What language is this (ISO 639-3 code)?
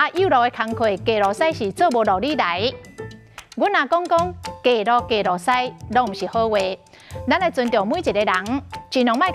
nan